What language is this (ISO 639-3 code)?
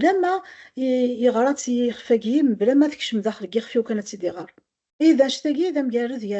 kab